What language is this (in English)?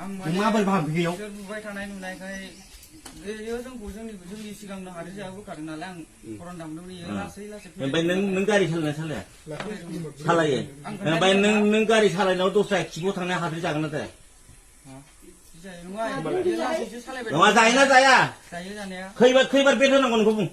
Bodo